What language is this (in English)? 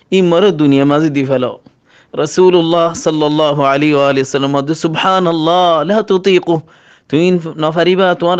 Rohingya